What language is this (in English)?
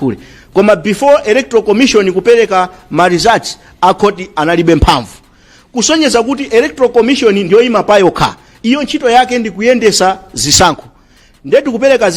Nyanja